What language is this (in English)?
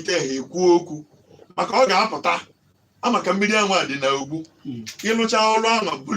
Igbo